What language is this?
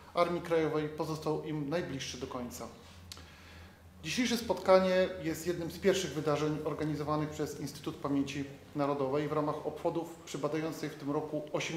Polish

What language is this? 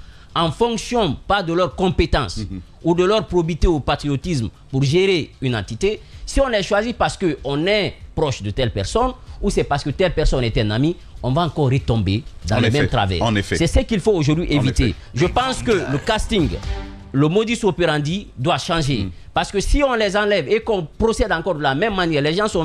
French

